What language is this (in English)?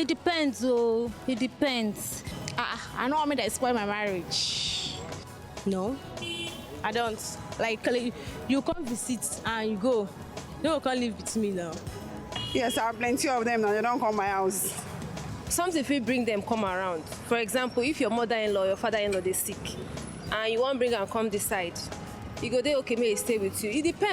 Nigerian Pidgin